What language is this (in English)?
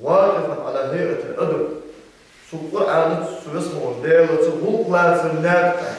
Ingush